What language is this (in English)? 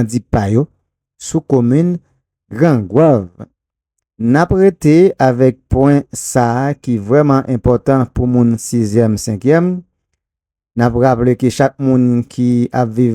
Haitian Creole